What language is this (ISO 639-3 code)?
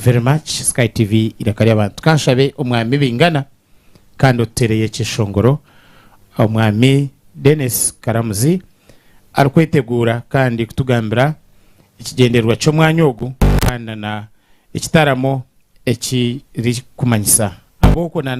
nyn